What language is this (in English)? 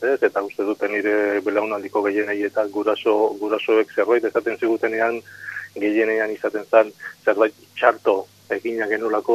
Basque